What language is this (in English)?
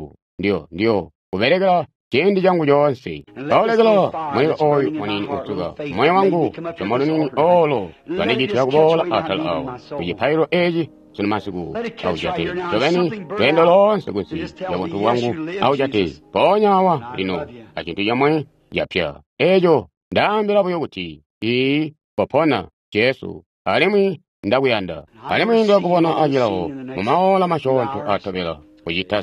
Tonga (Zambia)